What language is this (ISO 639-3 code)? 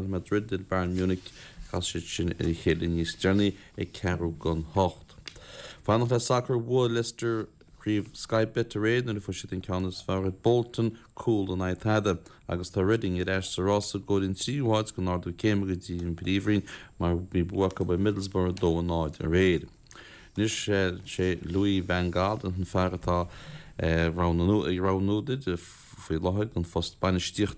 gle